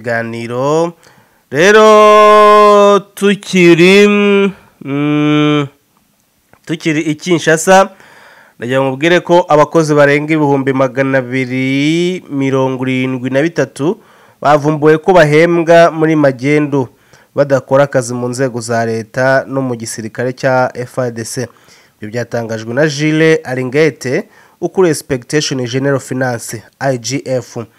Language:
Kinyarwanda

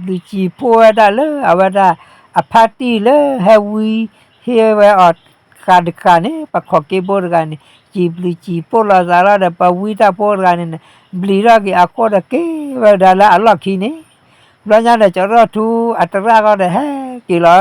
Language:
S'gaw Karen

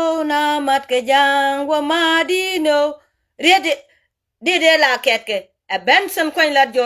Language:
Nuer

